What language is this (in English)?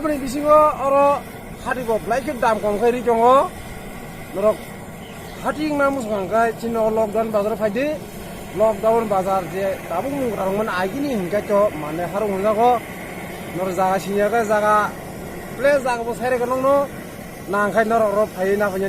Kok Borok